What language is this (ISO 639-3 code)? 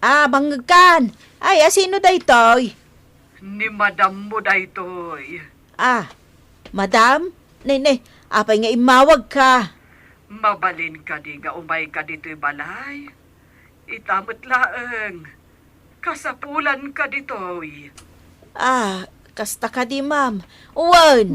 ilo